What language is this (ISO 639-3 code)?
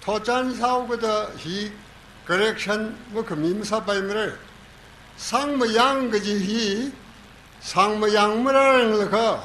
nmf